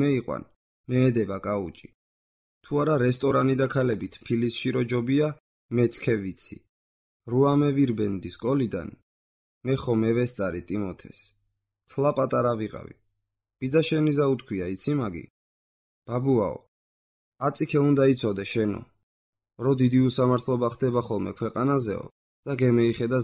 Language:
Georgian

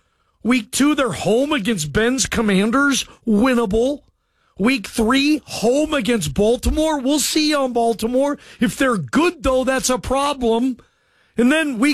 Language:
English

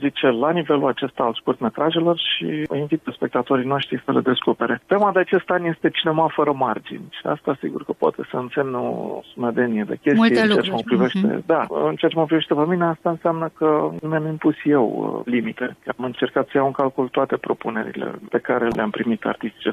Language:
Romanian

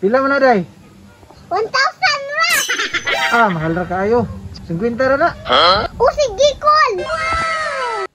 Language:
Cebuano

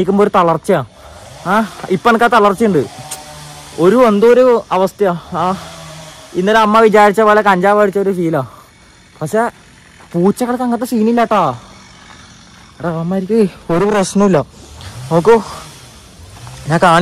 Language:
Malayalam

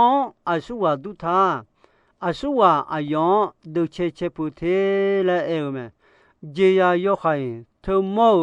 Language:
Akha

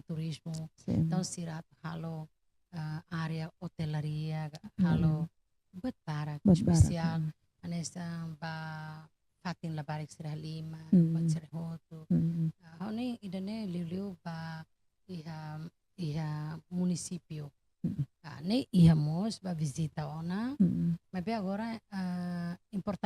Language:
Tetum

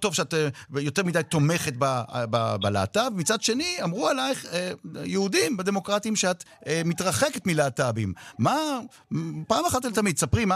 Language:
Hebrew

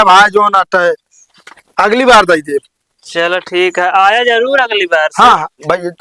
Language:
Awadhi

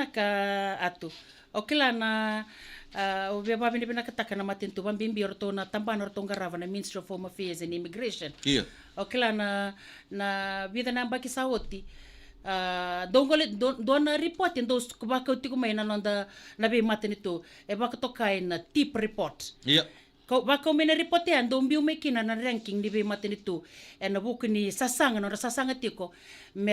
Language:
Fijian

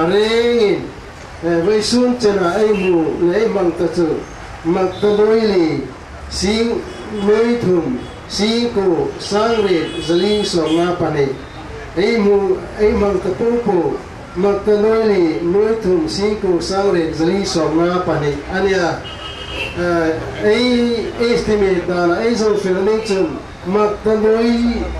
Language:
Hmar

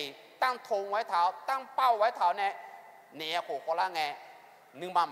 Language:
Akha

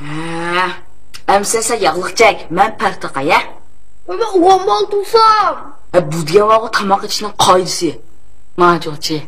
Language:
Uyghur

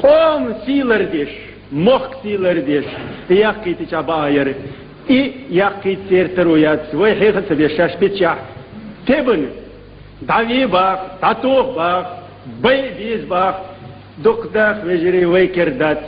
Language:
Chechen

